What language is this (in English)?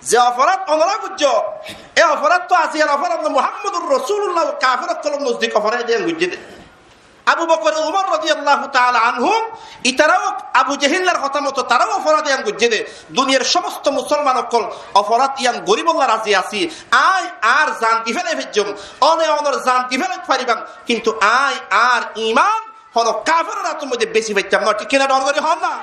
Rohingya